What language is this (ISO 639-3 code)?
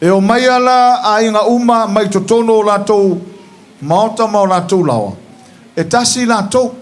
smo